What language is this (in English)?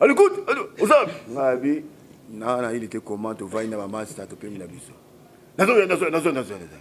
Lingala